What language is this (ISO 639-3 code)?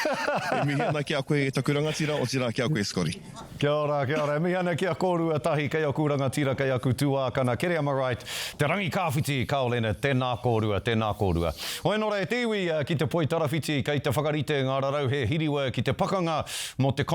mri